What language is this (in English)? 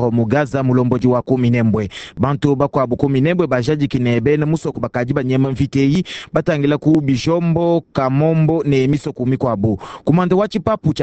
Luba-Lulua